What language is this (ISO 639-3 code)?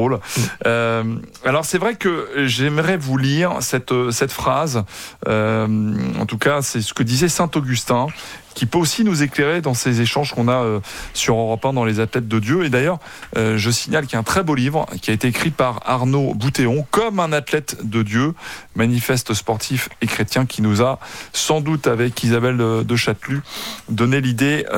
fra